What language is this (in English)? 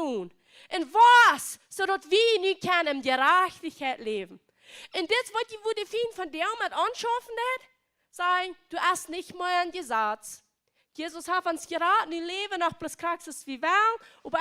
Plautdietsch